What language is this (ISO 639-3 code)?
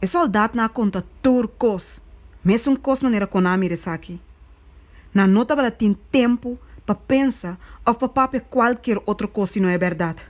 pap